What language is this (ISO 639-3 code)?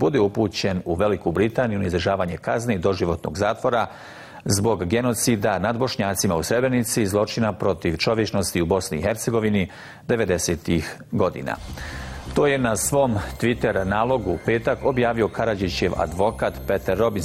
bos